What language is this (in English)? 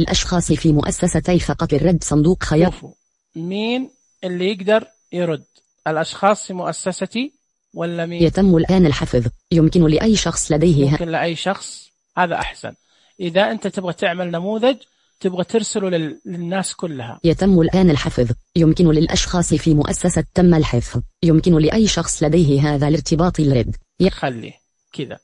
Najdi Arabic